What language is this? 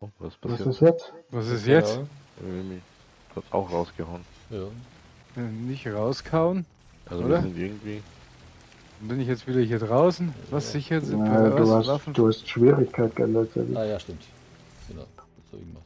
Bavarian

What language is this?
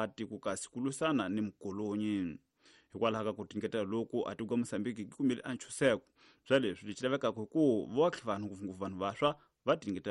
Tsonga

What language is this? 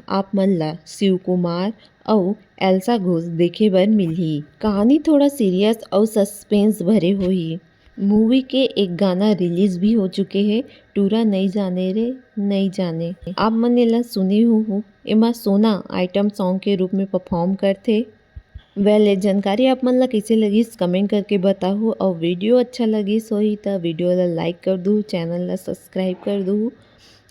Chhattisgarhi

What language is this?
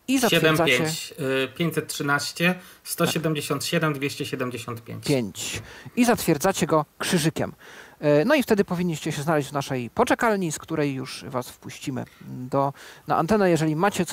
Polish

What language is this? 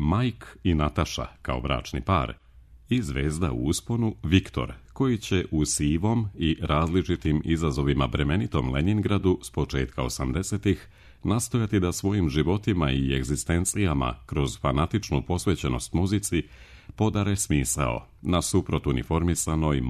Serbian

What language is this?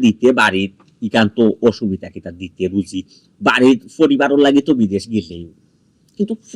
Sylheti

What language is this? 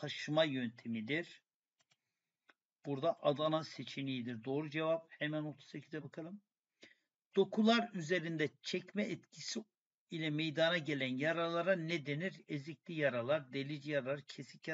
Turkish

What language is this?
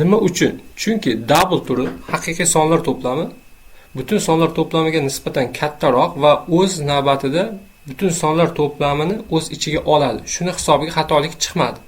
Uzbek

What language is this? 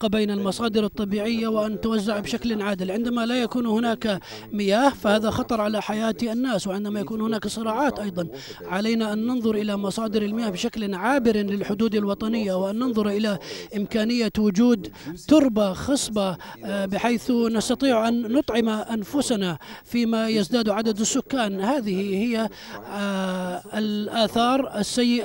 Arabic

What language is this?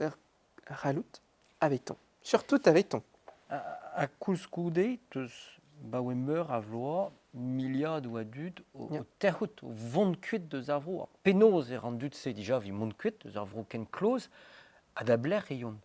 Breton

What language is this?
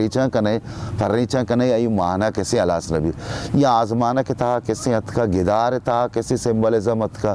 Baluchi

